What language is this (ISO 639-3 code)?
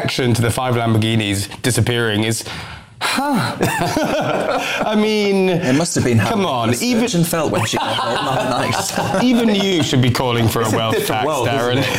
eng